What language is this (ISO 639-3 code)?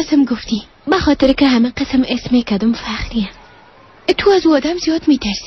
fas